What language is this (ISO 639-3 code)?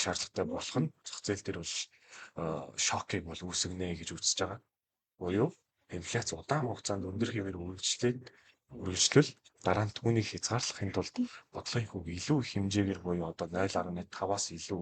mon